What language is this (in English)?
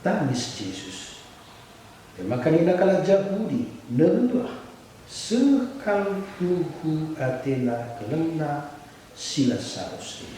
Batak Karo